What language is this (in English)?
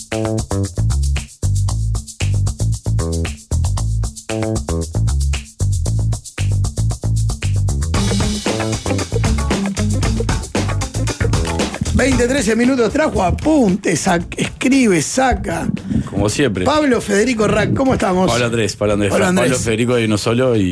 Spanish